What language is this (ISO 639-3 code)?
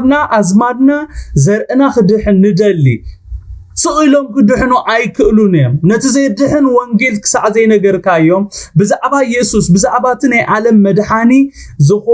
tir